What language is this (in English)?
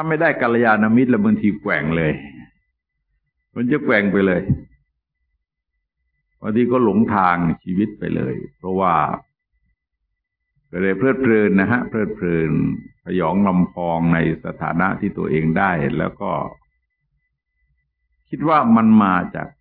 Thai